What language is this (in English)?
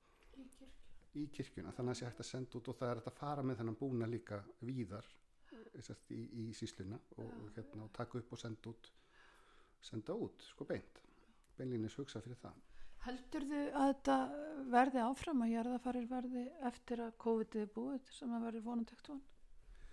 Icelandic